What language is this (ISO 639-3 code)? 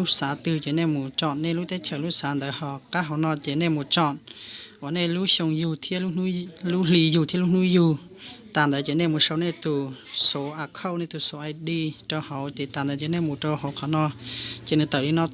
hmn